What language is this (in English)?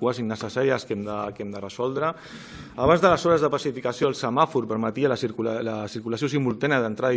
Catalan